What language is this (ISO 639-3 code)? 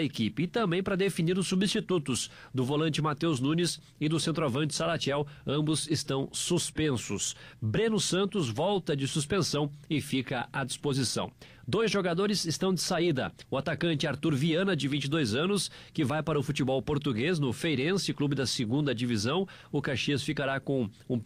por